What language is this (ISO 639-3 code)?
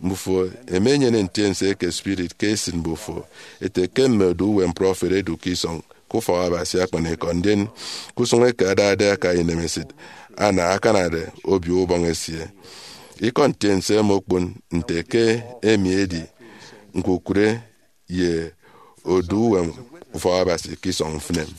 efi